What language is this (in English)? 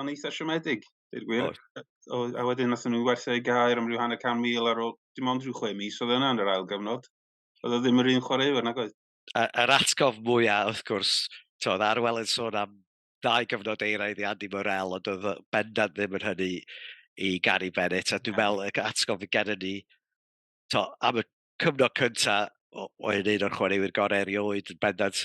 Welsh